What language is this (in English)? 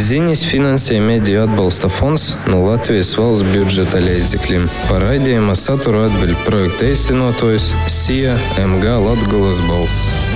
Latvian